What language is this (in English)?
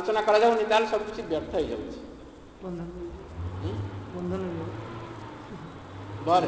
Odia